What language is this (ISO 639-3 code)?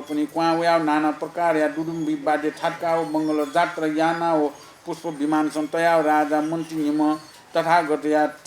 new